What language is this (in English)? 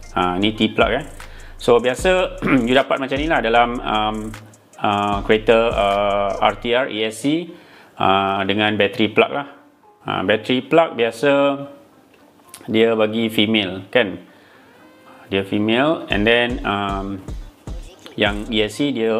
Malay